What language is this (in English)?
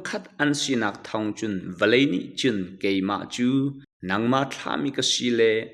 Hakha Chin